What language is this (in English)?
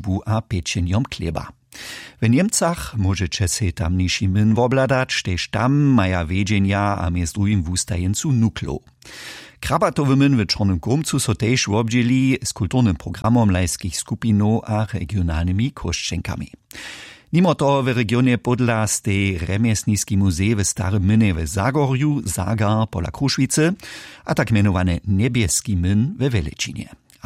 Upper Sorbian